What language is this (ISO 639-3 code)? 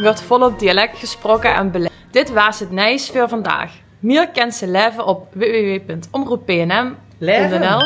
lim